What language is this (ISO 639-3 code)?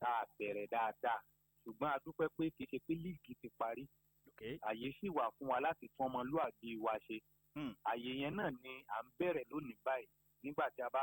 yor